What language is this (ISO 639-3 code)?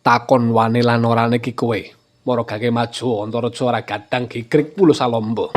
jav